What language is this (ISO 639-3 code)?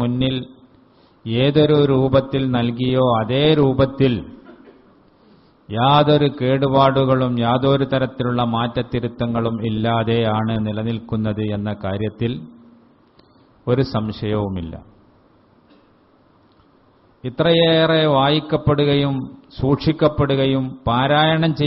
mal